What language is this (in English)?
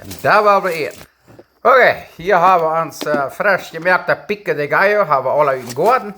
Plautdietsch